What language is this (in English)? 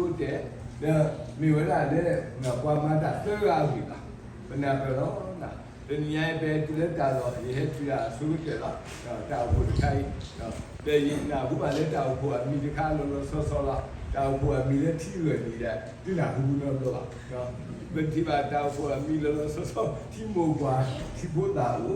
S'gaw Karen